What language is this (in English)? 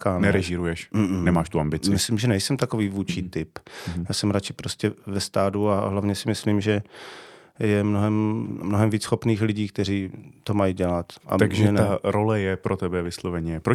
Czech